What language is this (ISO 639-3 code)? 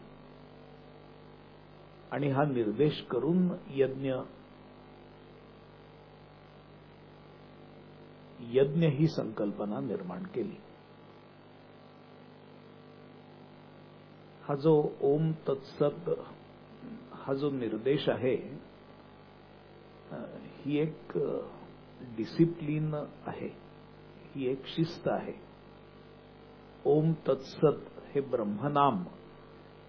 mar